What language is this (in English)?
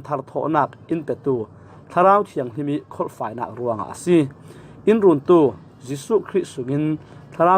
Falam Chin